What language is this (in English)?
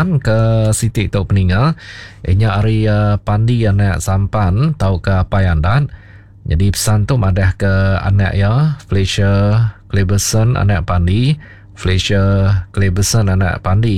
Iban